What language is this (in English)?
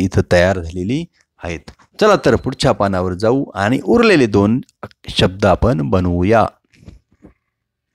Marathi